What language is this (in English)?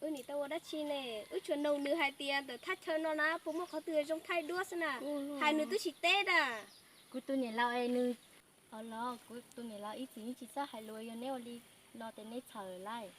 Hmong